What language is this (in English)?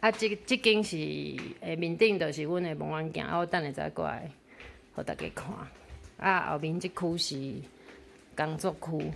Min Nan Chinese